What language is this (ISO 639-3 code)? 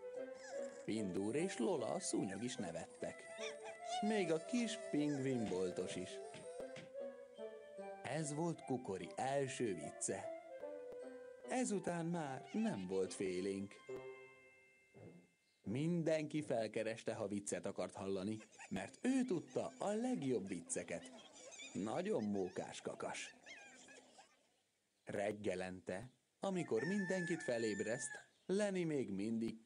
hun